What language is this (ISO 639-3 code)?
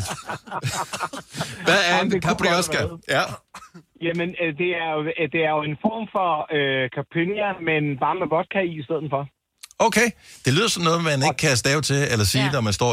dan